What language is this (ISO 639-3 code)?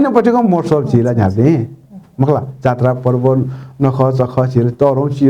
new